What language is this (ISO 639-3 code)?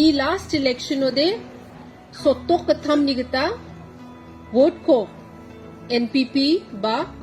grt